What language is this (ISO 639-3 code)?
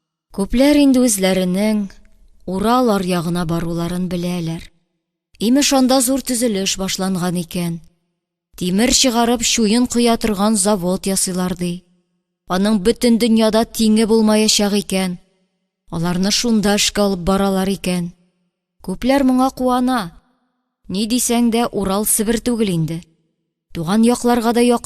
tat